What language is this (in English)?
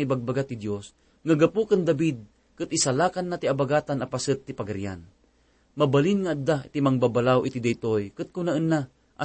Iloko